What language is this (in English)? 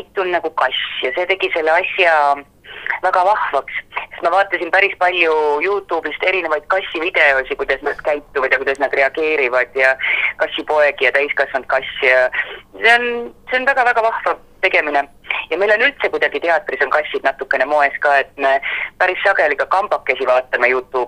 Estonian